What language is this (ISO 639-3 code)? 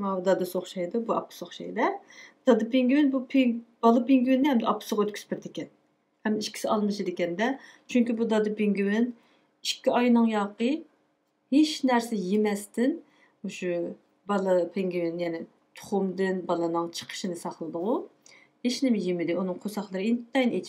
uig